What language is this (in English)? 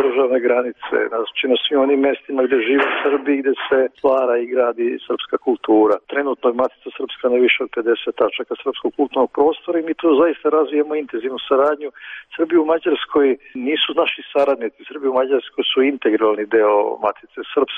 Serbian